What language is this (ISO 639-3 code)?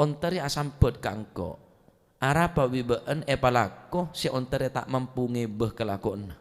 mad